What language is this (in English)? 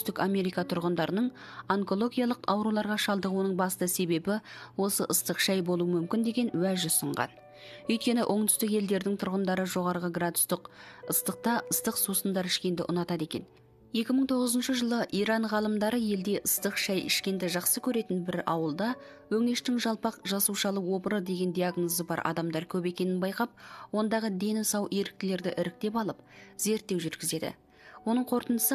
Kazakh